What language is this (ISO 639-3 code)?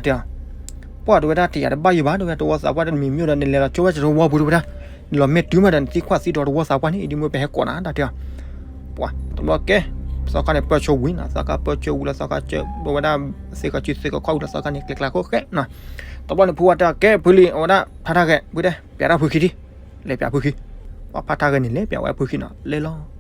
ksw